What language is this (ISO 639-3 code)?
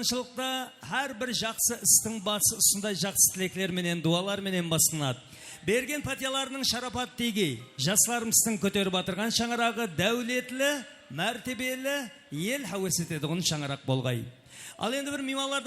kaa